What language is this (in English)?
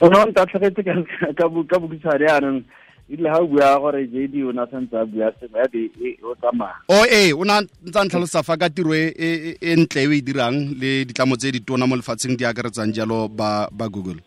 Tswana